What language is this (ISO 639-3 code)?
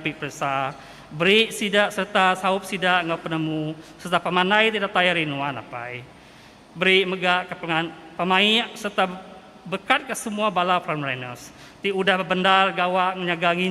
iba